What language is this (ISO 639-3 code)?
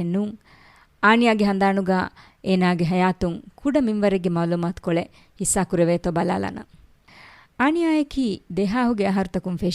div